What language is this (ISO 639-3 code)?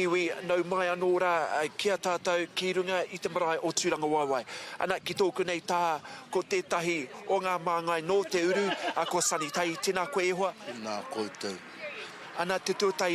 mri